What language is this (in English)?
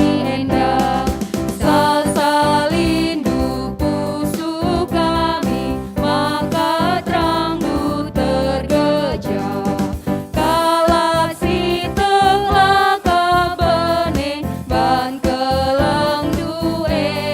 Batak Karo